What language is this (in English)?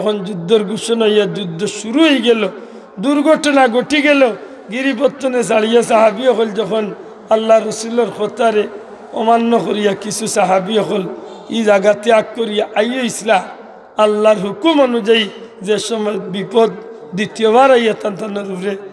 Sylheti